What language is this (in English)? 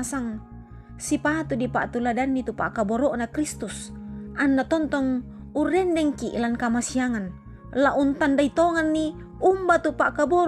Toraja-Sa'dan